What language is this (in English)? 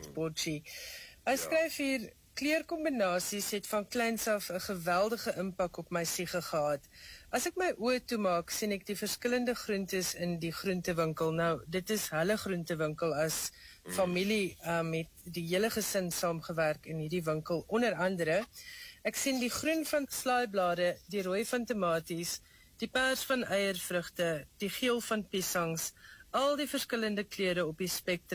Afrikaans